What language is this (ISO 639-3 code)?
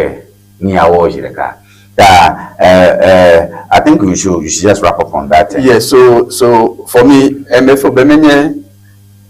ewe